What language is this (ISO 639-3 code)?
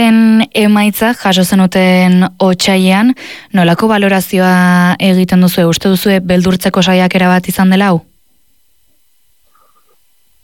eus